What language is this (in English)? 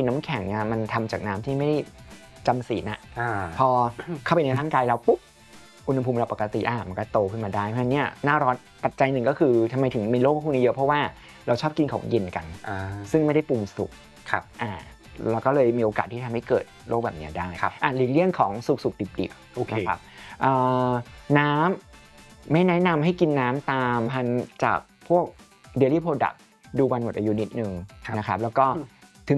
Thai